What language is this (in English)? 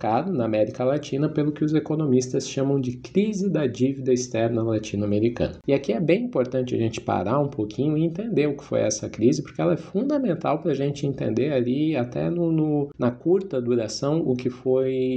Portuguese